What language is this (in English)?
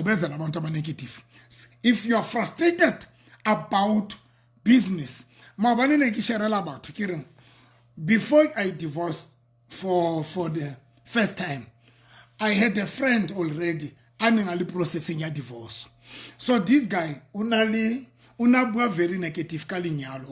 Southern Sotho